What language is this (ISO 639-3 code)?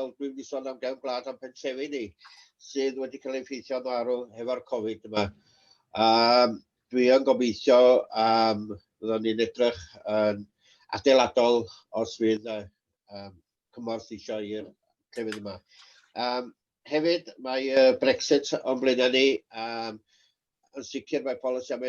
cym